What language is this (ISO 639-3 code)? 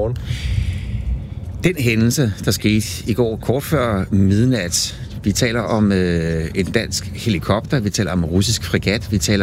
dan